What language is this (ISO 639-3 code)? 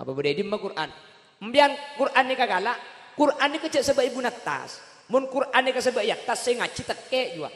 mad